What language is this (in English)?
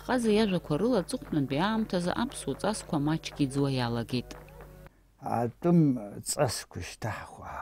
Abkhazian